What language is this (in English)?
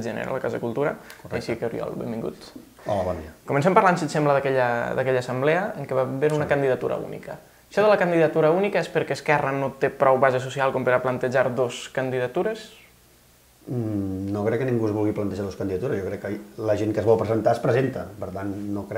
Catalan